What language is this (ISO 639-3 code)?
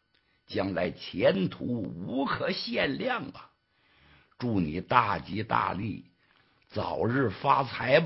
zho